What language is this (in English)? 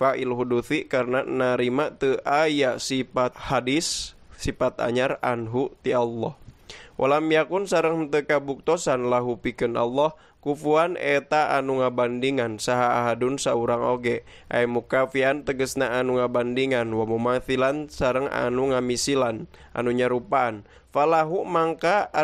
Sundanese